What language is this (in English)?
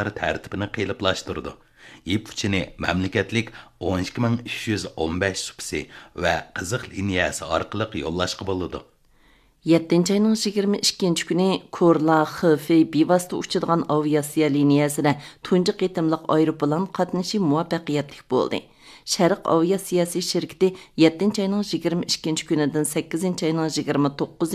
Uyghur